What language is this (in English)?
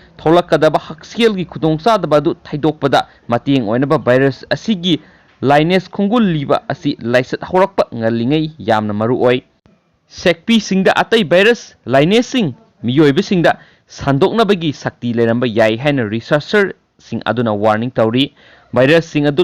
Manipuri